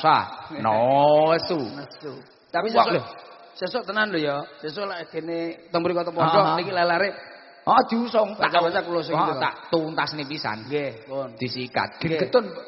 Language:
Javanese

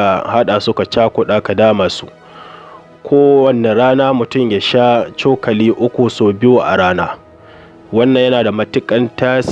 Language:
Hausa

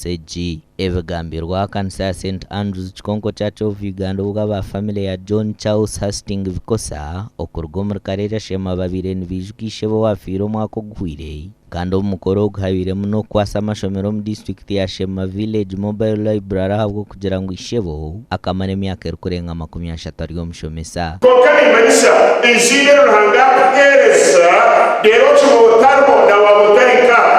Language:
Nyankole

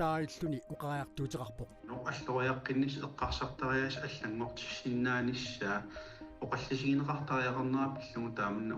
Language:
Kalaallisut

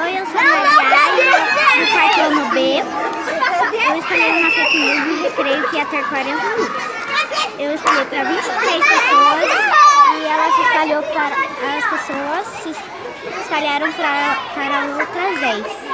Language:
Portuguese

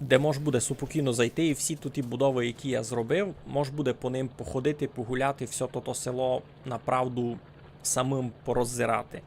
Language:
Rusyn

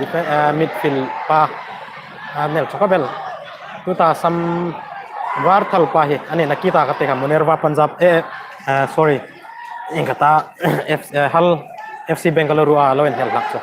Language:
Hmar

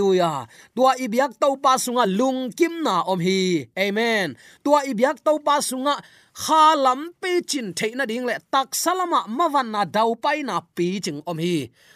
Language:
Tedim Chin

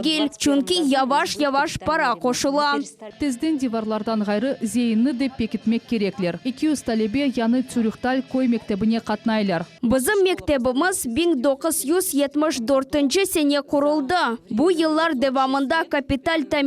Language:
Crimean Tatar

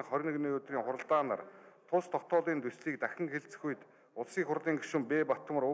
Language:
Mongolian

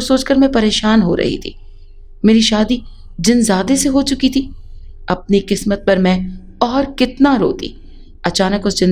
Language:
Urdu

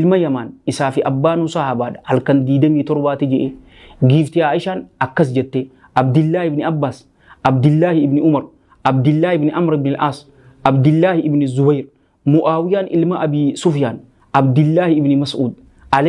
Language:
Oromo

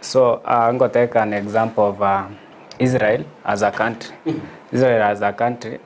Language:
Gusii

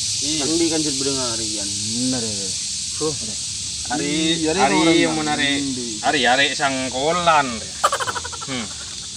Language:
Madurese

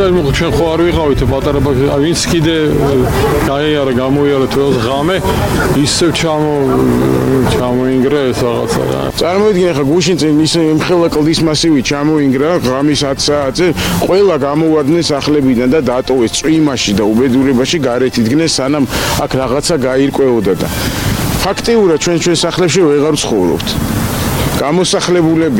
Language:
Georgian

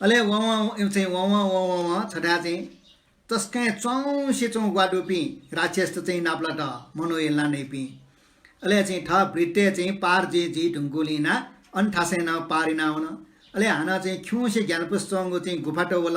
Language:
Newari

